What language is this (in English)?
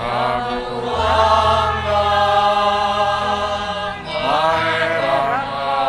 Bikol